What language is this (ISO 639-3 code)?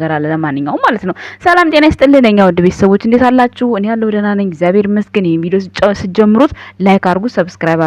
amh